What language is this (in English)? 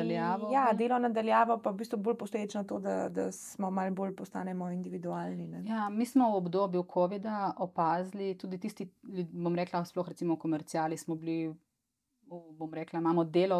Slovenian